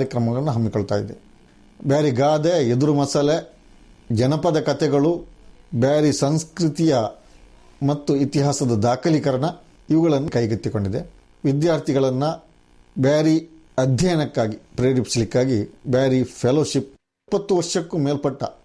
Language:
Kannada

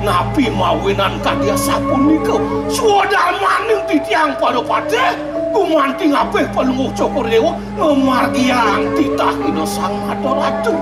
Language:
Balinese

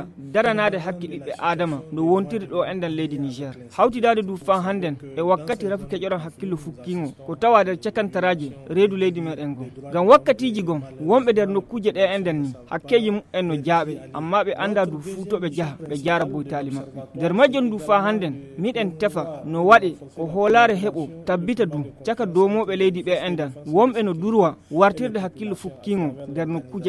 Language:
Fula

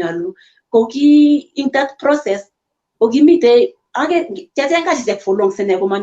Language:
Kalenjin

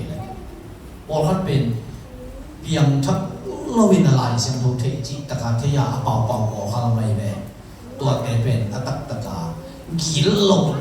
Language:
Tedim Chin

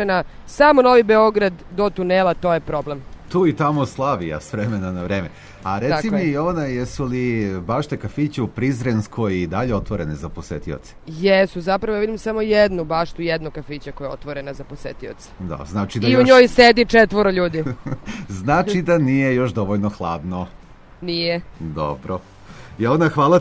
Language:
Serbian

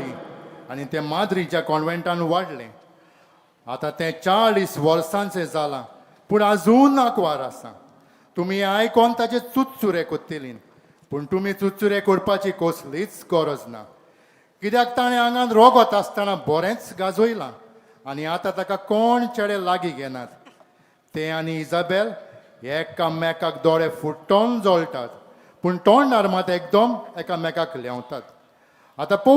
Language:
Konkani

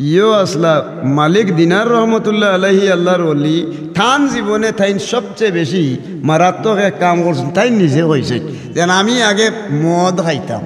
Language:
Sylheti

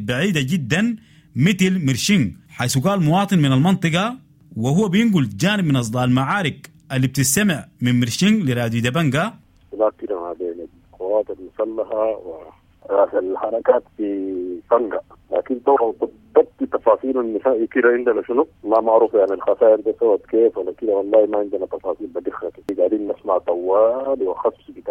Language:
Sudanese Arabic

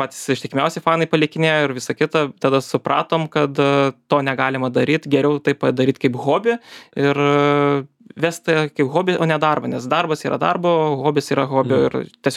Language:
Lithuanian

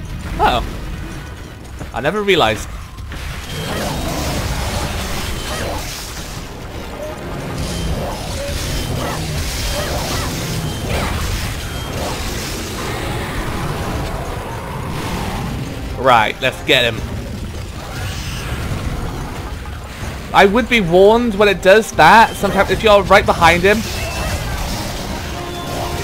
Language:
English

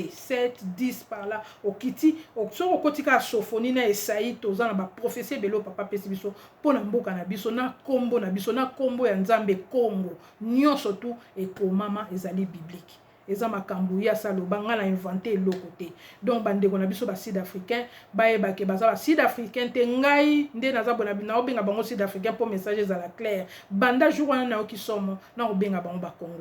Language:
Lingala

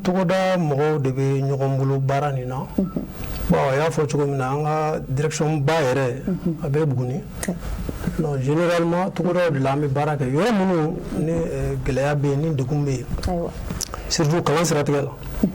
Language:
Bambara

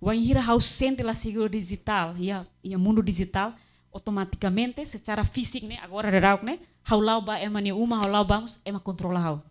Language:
Tetum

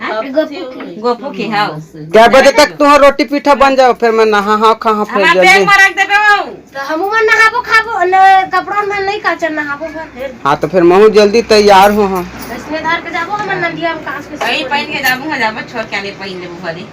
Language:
Chhattisgarhi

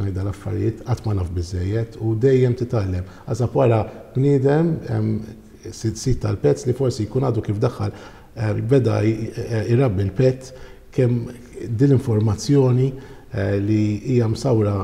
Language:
Maltese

